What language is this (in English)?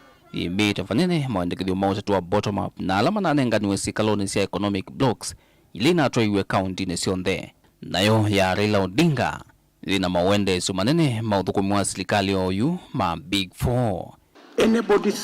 Kamba